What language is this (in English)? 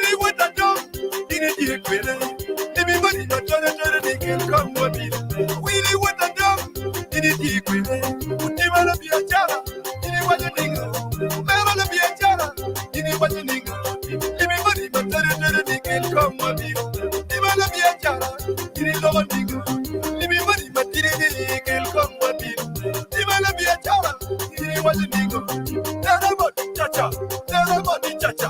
Acoli